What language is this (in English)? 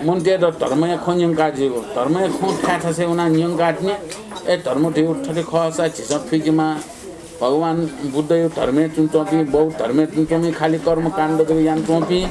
Newari